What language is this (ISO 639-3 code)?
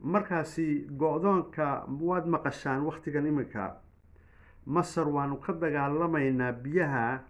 som